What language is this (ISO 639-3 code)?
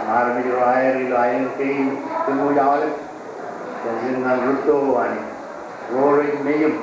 mah